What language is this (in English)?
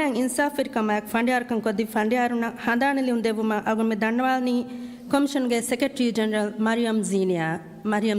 Divehi